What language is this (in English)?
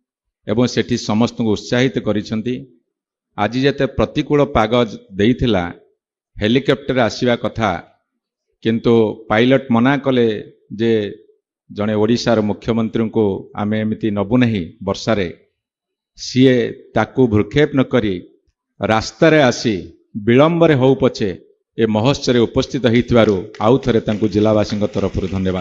Odia